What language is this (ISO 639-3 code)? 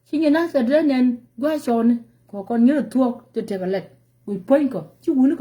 nus